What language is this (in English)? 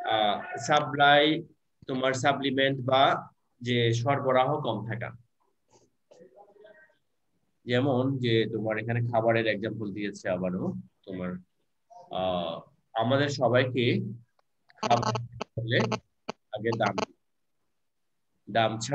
Bangla